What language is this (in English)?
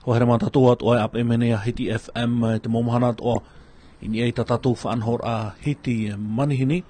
Tahitian